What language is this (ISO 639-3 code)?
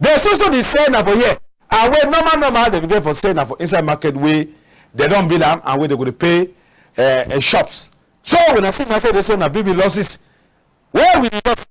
wes